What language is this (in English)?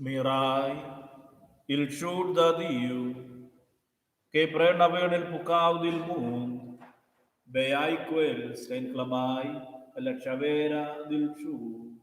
Romansh